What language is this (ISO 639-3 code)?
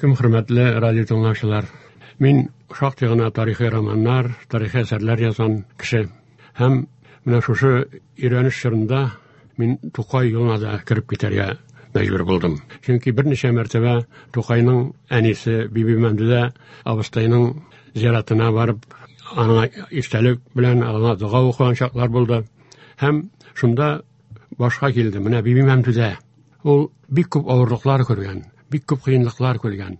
tat